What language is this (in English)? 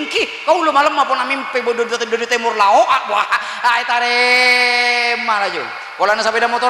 Madurese